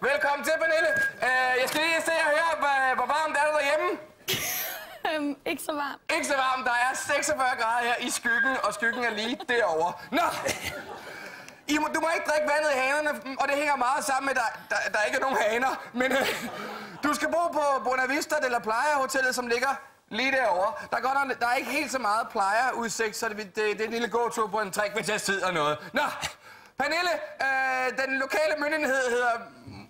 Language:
Danish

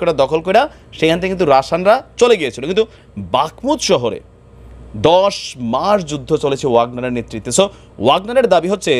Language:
Bangla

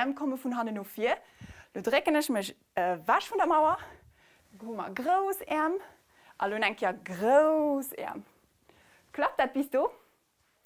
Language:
Luxembourgish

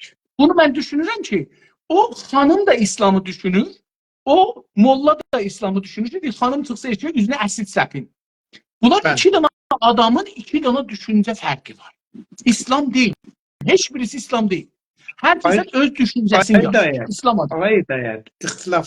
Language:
South Azerbaijani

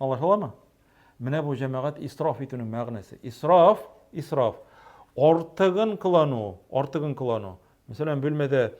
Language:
Tatar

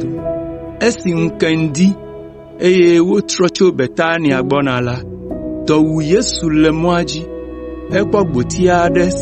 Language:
Ewe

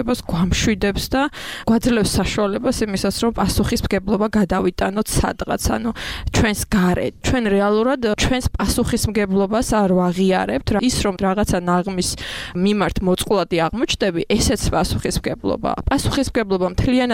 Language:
Georgian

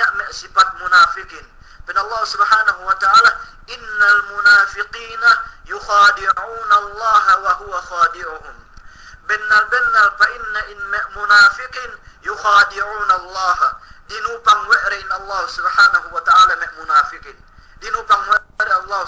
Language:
Yakan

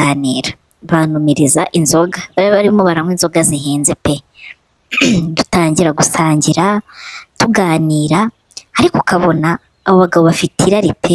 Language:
Kinyarwanda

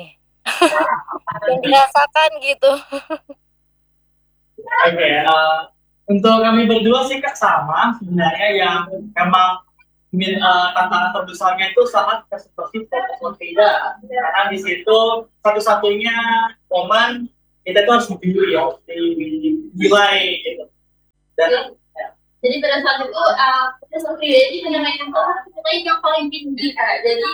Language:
Indonesian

